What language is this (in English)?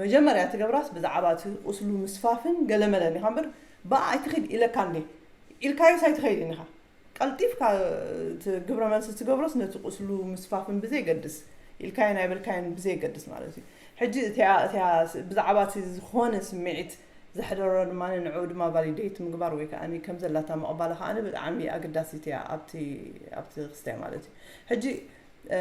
Tigrinya